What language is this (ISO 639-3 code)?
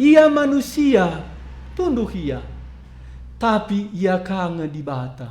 btx